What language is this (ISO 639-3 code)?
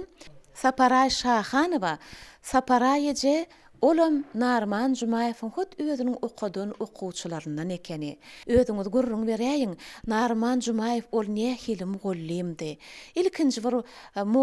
tuk